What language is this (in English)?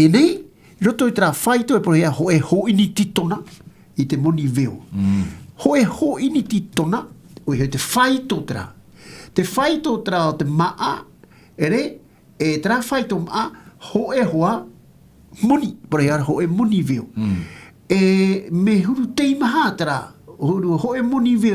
Tahitian